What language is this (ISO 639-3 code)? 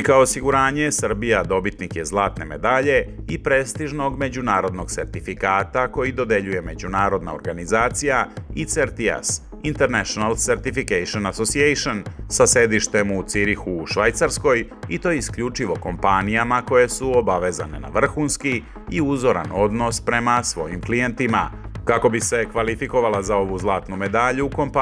srp